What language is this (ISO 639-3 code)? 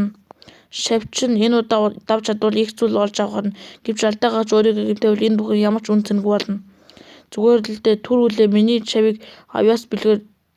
mon